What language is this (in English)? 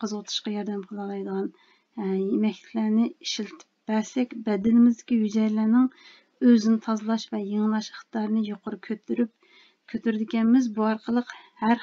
Uyghur